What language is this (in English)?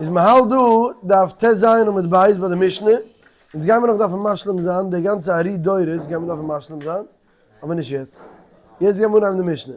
Yiddish